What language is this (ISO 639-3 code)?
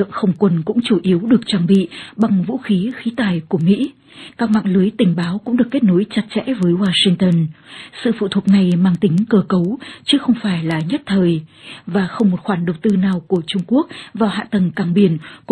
vie